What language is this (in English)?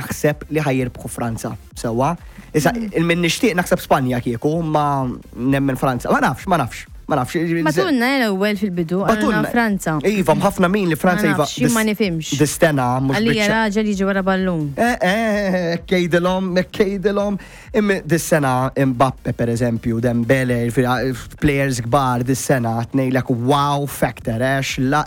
Maltese